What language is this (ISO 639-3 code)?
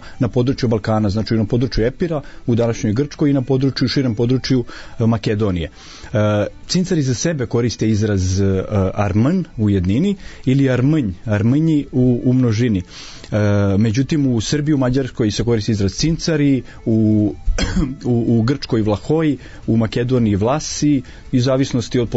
srp